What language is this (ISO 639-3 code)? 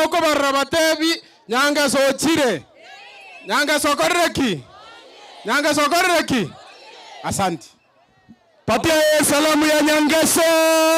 guz